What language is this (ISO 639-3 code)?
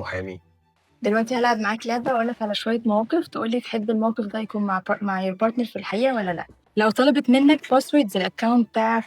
arz